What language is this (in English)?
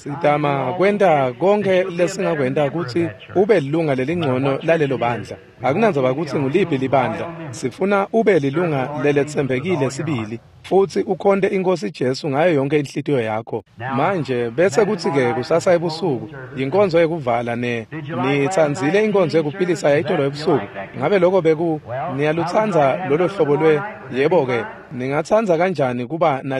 Swati